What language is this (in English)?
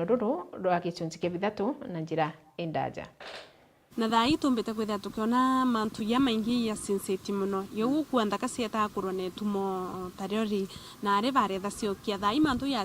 Meru